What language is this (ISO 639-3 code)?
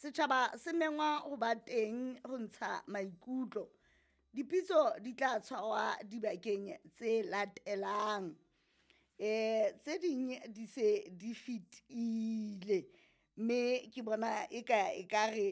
sot